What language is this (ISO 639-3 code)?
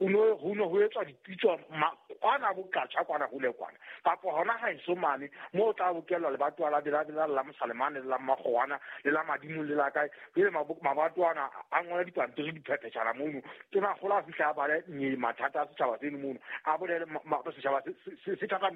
sot